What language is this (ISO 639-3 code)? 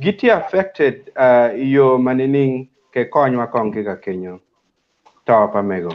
ach